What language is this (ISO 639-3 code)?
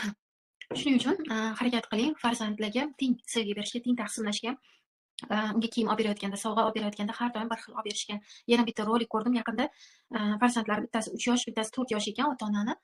uzb